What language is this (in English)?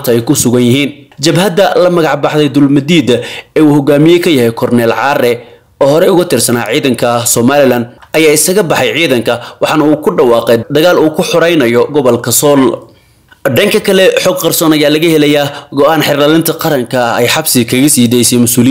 Somali